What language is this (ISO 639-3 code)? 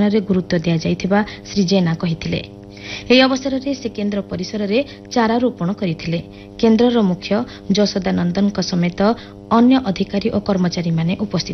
ori